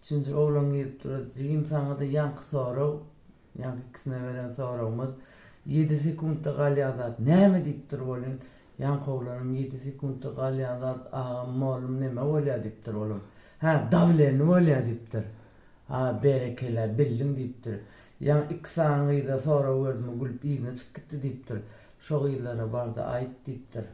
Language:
Turkmen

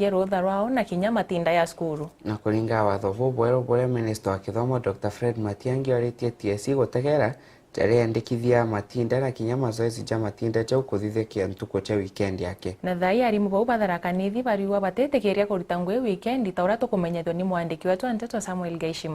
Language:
Meru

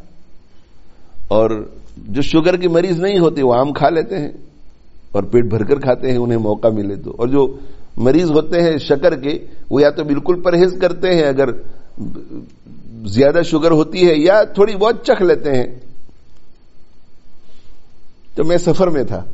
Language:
Urdu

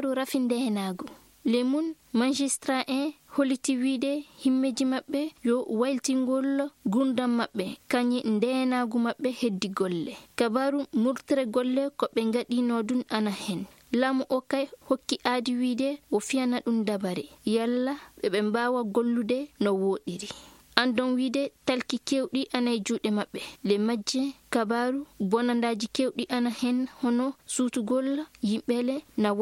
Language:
Fula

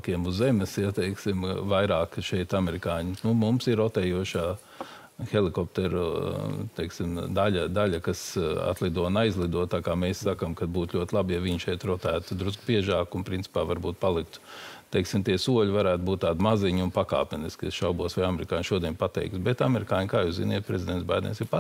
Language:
Latvian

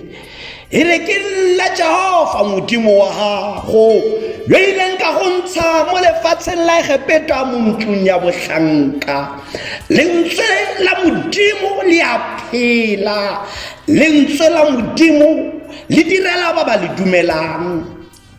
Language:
Tswana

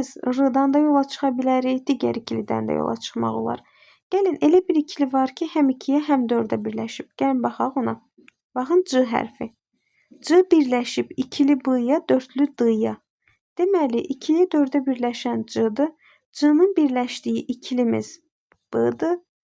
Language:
Azerbaijani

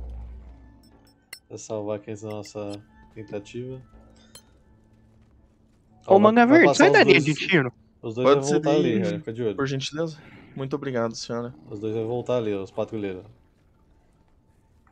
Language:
Portuguese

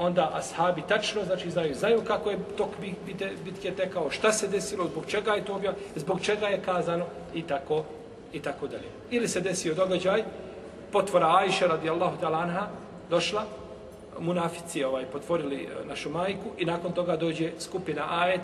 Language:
Bosnian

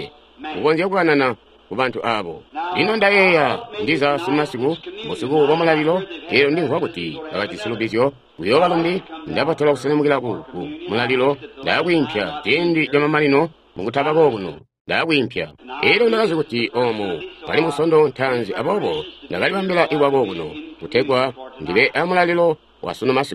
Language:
Tonga (Zambia)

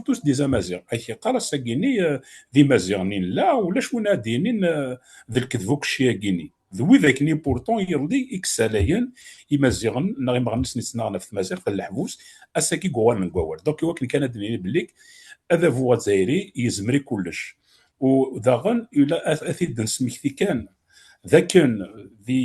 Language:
Kabyle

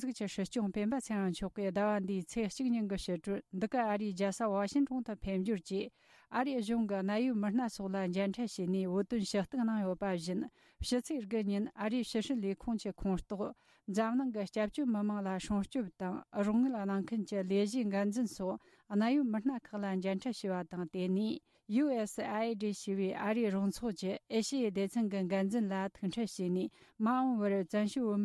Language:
Tibetan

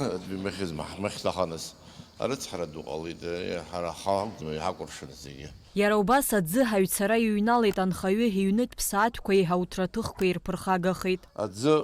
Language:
Abkhazian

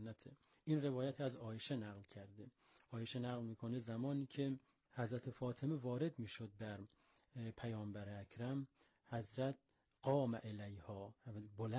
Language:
Persian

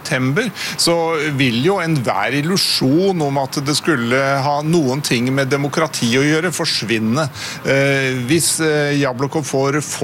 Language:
Norwegian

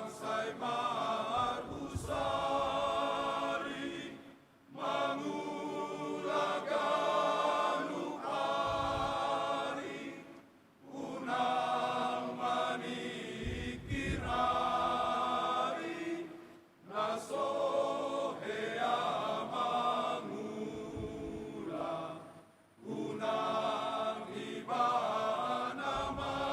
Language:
Batak Toba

